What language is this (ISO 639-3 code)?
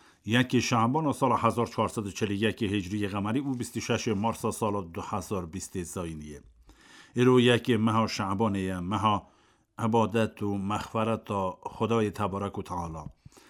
kur